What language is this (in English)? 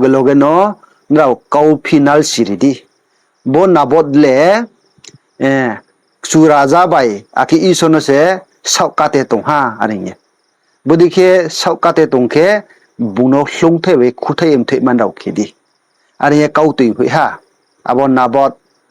Riang (India)